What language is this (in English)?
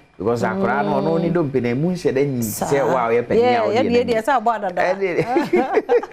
Akan